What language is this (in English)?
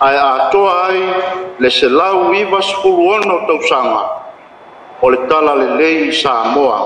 Samoan